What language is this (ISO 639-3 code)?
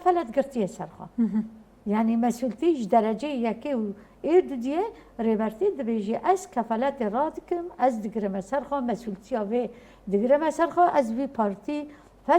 kur